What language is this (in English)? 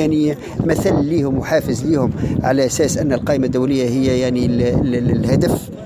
Tunisian Arabic